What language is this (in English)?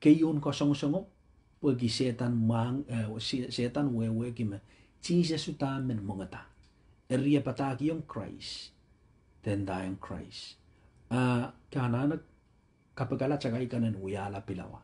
Pohnpeian